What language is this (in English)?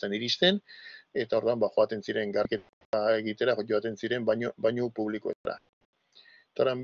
Basque